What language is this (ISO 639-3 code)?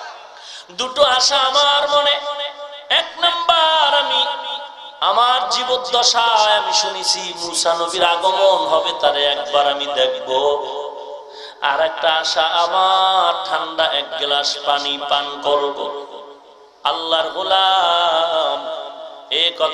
ben